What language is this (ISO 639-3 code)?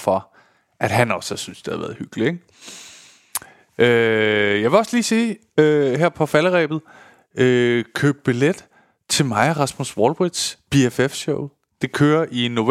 dan